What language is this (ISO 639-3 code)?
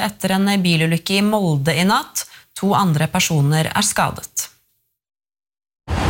nor